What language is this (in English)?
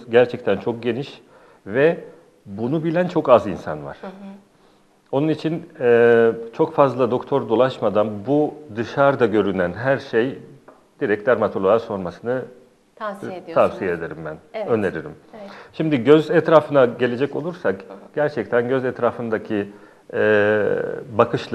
Turkish